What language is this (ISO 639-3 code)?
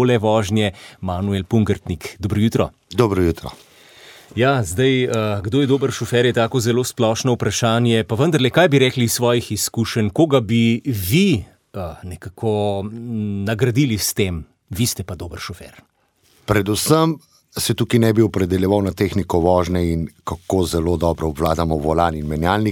slv